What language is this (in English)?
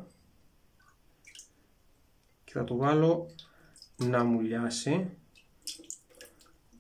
Greek